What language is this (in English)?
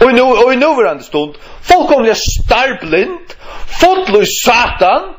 Faroese